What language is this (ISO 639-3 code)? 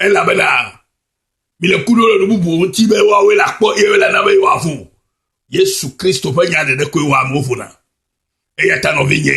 ewe